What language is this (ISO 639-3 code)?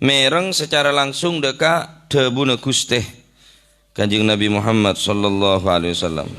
mad